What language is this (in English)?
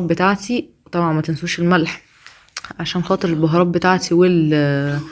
Egyptian Arabic